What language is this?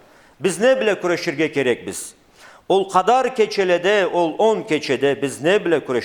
Karachay-Balkar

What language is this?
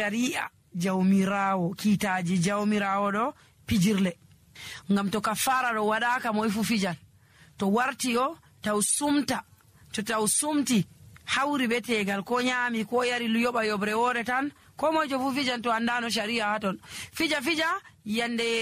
Nigerian Fulfulde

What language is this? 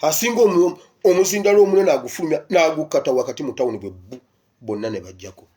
Ganda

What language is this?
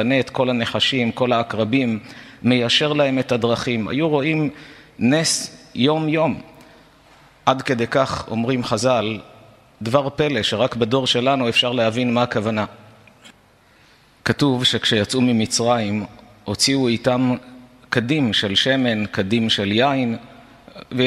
Hebrew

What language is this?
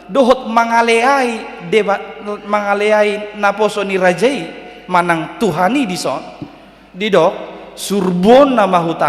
Batak Toba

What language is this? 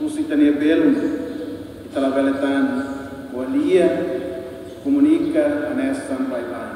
Tetum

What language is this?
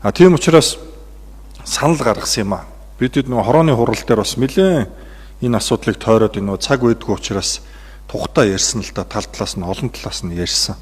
Mongolian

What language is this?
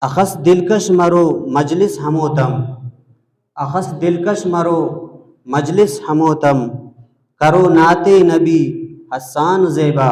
Brahui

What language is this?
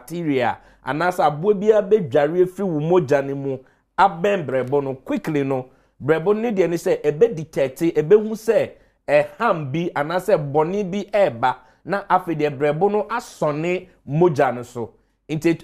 Akan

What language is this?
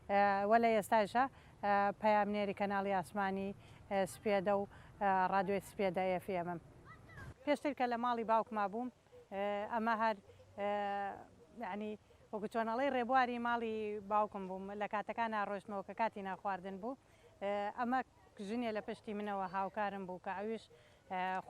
Central Kurdish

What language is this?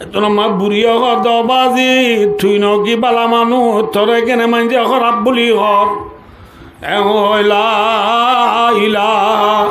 Rohingya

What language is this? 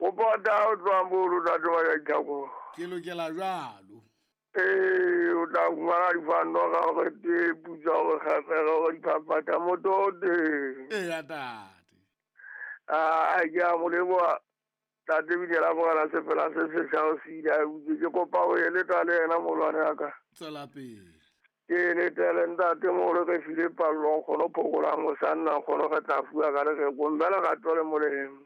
Southern Sotho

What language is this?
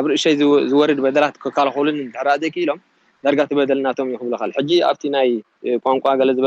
Tigrinya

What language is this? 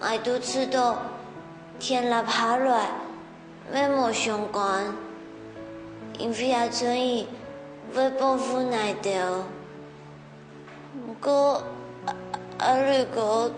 Hakka Chinese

